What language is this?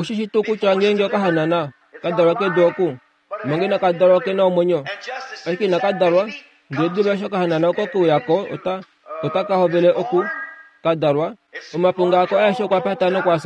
Kuanyama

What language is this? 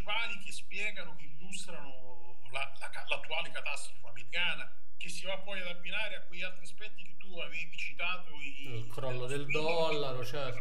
Italian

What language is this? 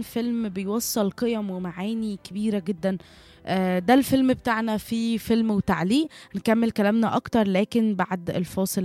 Egyptian Arabic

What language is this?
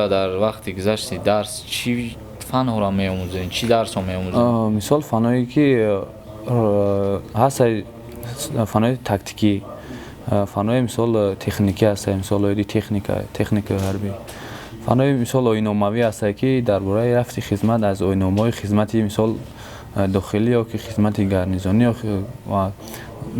Tajik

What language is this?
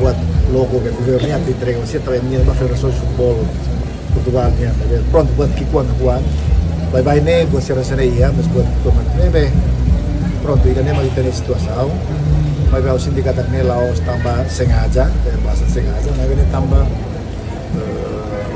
Tetum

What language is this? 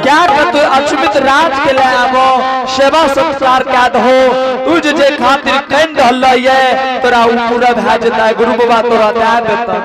Angika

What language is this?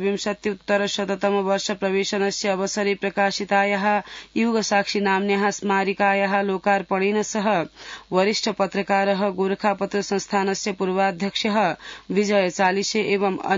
Sanskrit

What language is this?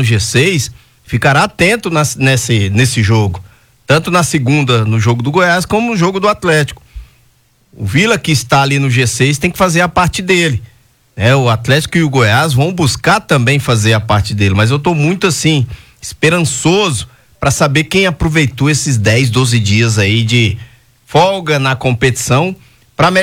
Portuguese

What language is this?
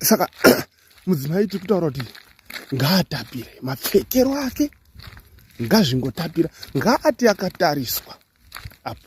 Shona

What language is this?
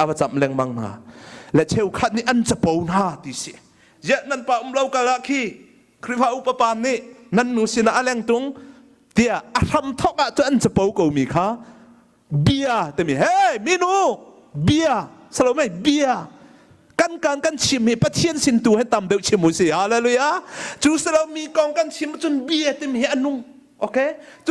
Hakha Chin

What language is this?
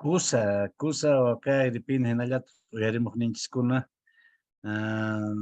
Quechua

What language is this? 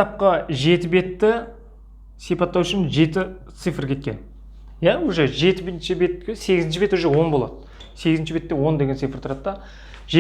Kazakh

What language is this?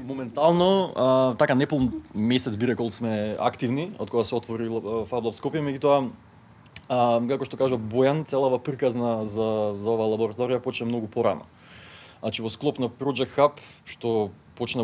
Macedonian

